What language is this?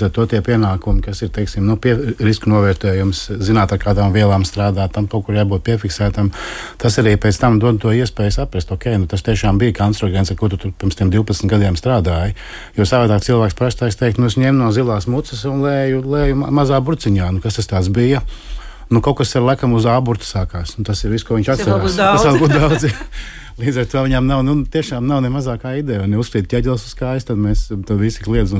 Latvian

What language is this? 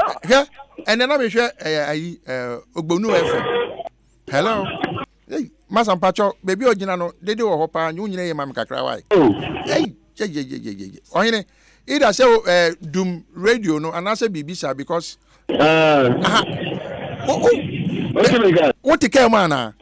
Akan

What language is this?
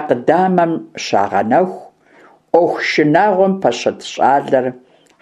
Kabardian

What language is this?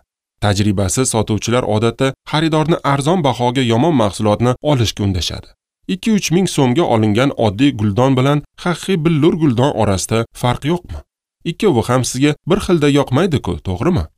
Uzbek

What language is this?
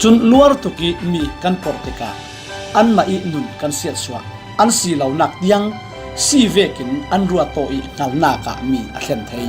Falam Chin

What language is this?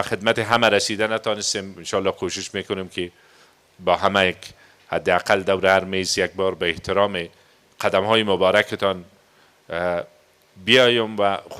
Persian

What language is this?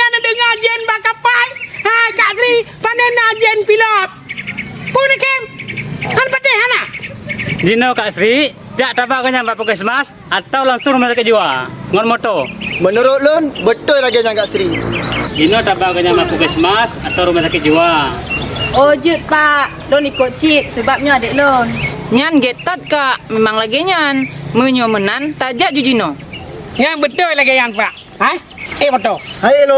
Achinese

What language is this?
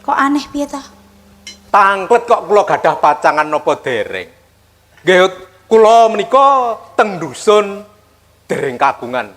Javanese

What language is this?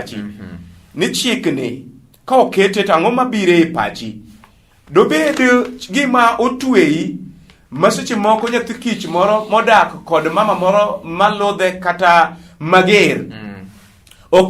Luo (Kenya and Tanzania)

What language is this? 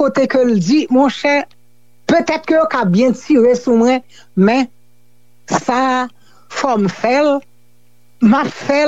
Haitian Creole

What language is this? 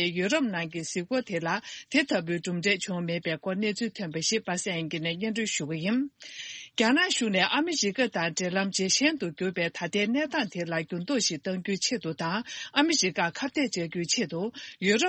Tibetan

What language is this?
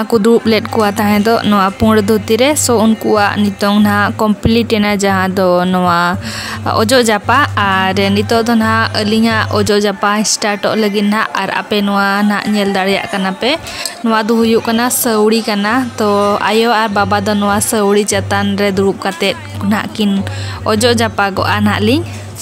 Santali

